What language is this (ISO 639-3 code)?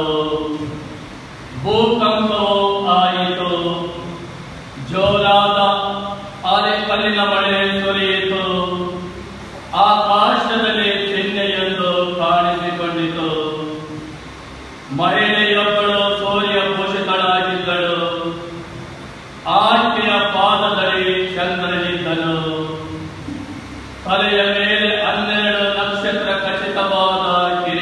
kan